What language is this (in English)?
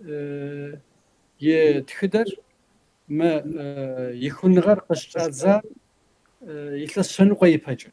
Kabardian